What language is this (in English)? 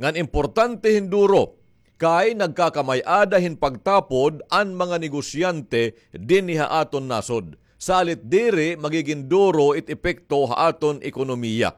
Waray